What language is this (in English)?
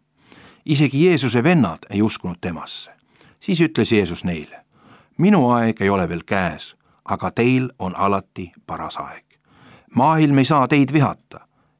Estonian